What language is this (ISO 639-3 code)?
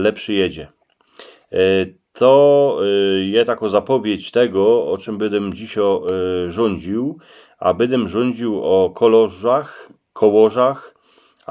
szl